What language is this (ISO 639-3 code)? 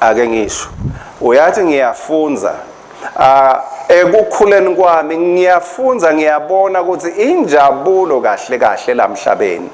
ssw